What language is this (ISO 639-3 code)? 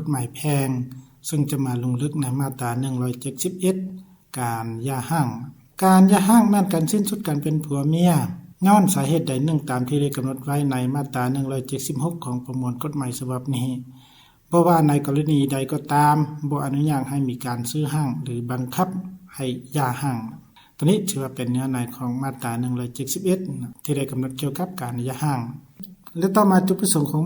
lao